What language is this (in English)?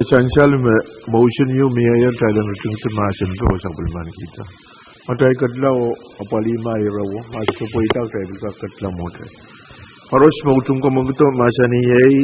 Pohnpeian